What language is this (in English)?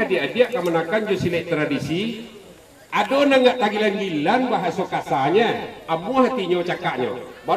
Minangkabau